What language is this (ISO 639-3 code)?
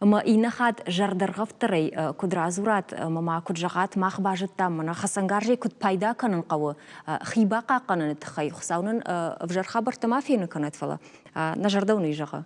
oss